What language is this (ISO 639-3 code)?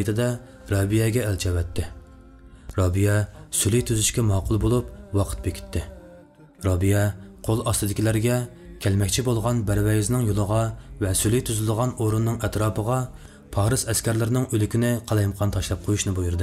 uig